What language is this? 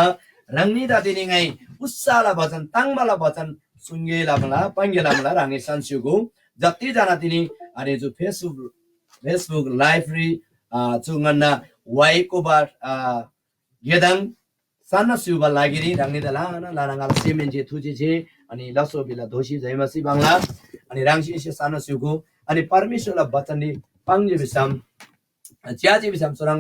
Eastern Tamang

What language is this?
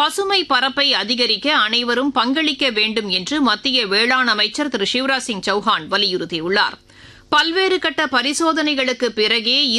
Tamil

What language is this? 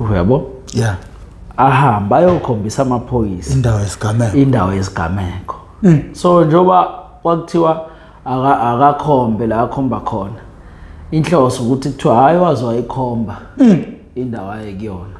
Zulu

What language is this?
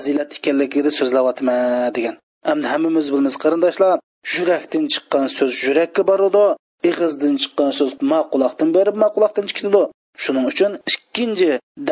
Uyghur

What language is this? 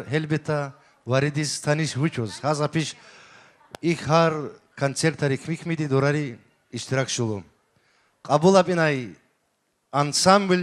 Tabassaran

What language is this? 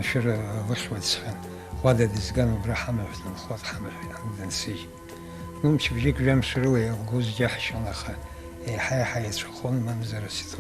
Abkhazian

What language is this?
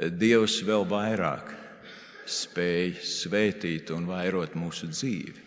Latvian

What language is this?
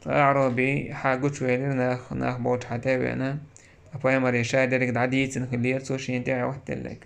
Chechen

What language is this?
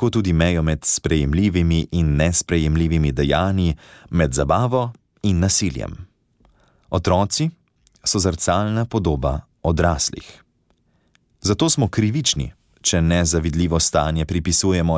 Slovenian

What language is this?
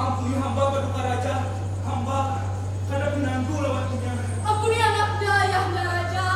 Banjar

